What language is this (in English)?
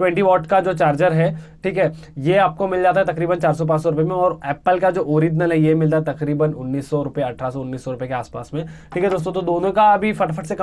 Hindi